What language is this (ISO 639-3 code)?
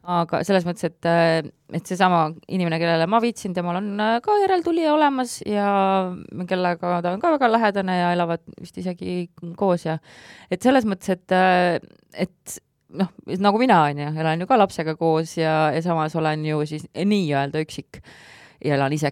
est